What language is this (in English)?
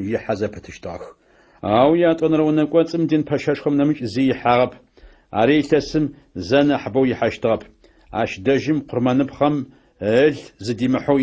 Adyghe